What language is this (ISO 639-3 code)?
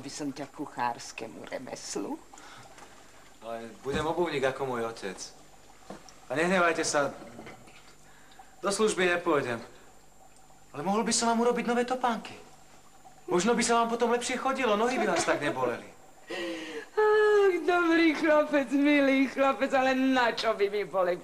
slk